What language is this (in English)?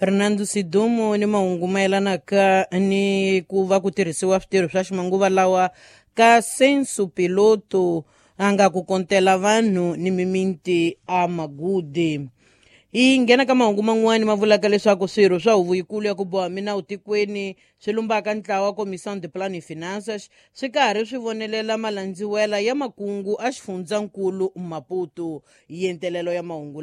Tsonga